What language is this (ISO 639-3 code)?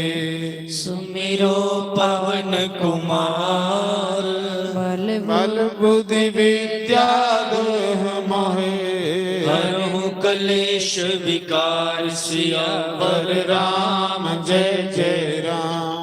doi